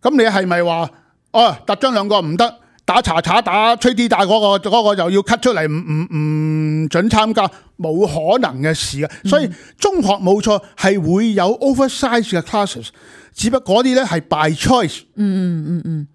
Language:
Cantonese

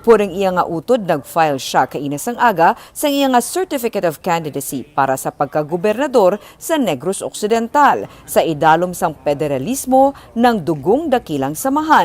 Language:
Hiligaynon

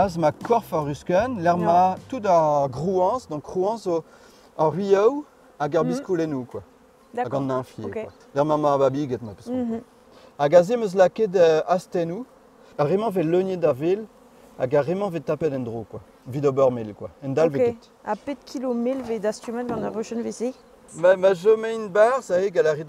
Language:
Breton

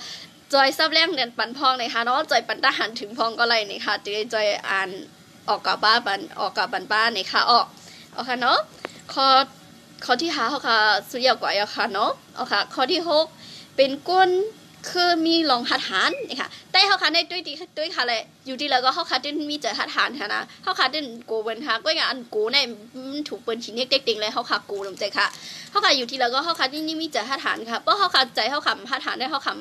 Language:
Shan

